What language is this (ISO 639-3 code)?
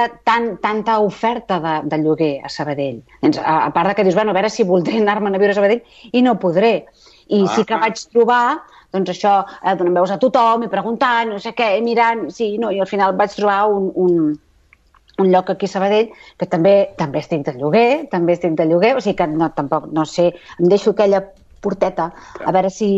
cat